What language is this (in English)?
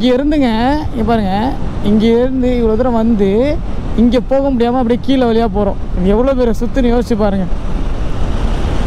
Tamil